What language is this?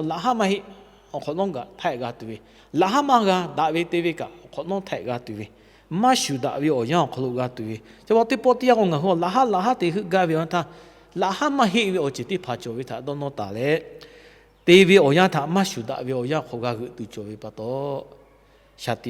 Lahu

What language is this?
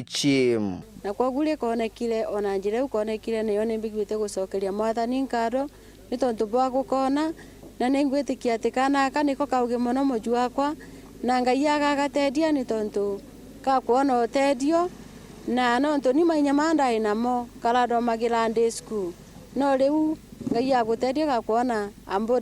Meru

